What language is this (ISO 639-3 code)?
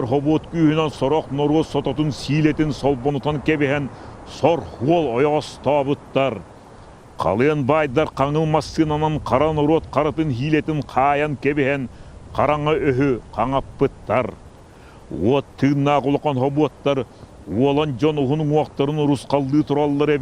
sah